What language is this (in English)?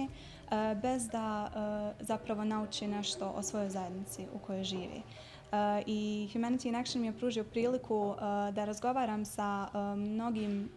Bosnian